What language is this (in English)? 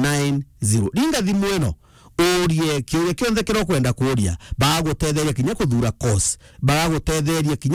Meru